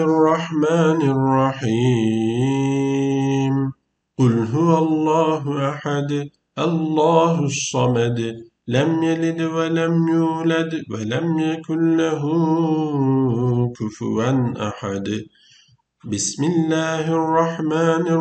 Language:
Arabic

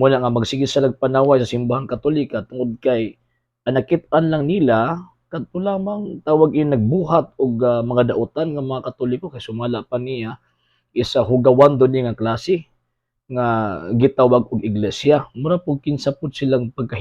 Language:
Cebuano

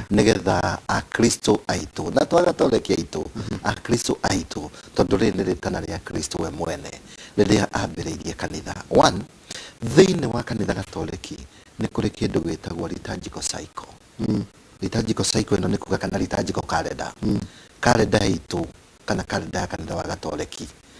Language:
Kikuyu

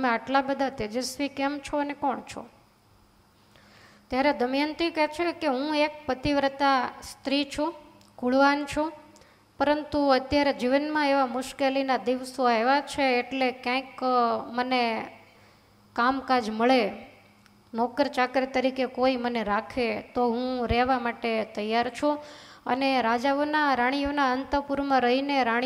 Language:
Gujarati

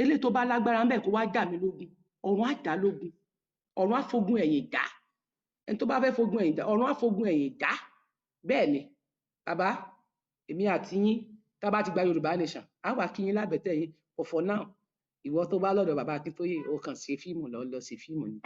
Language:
Yoruba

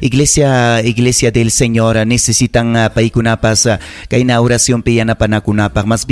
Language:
Ayacucho Quechua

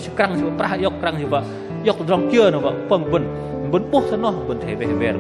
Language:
Bahnar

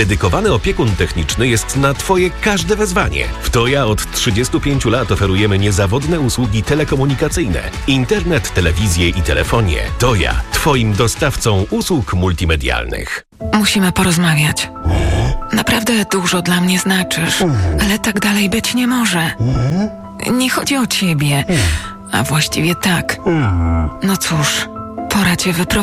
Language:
Polish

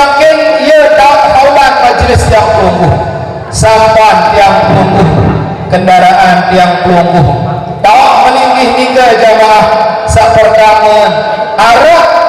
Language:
Sasak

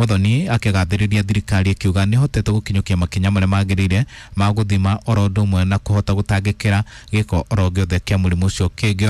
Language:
Kikuyu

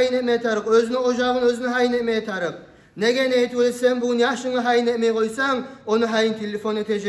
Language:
Kumyk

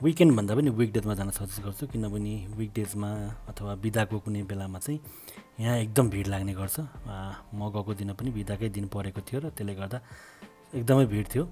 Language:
Nepali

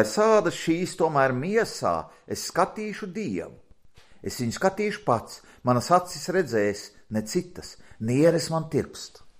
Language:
Latvian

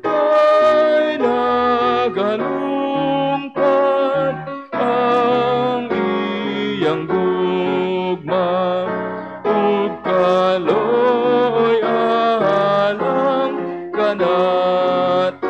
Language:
Cebuano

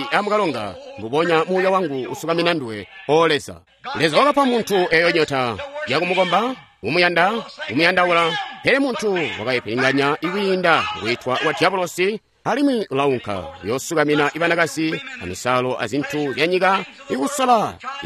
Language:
Tonga (Zambia)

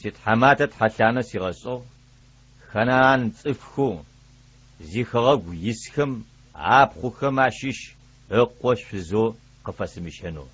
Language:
Adyghe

